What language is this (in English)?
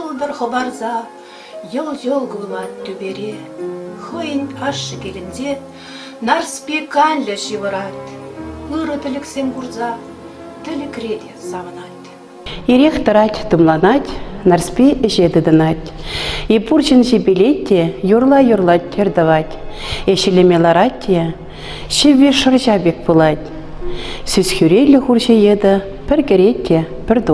Chuvash